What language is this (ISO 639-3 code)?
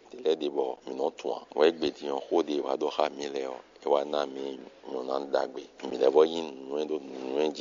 fon